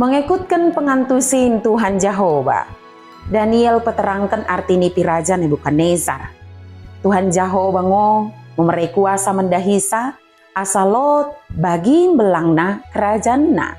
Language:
Batak Dairi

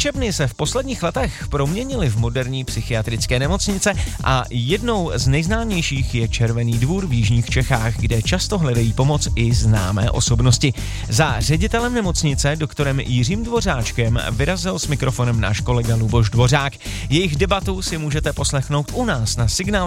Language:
Czech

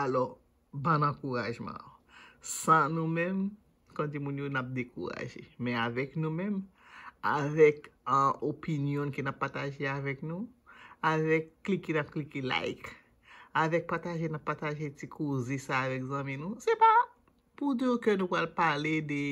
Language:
Haitian Creole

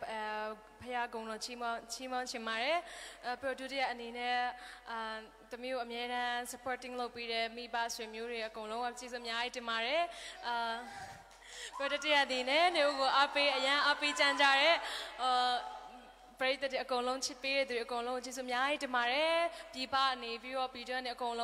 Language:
Burmese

